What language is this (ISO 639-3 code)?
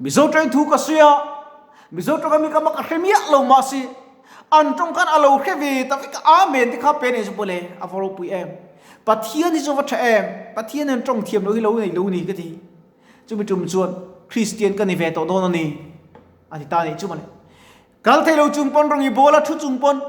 lus